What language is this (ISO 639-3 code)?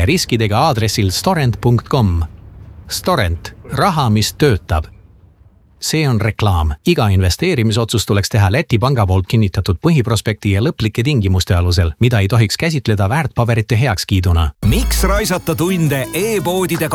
est